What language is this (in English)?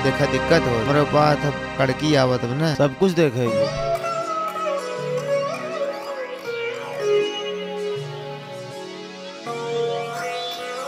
Bhojpuri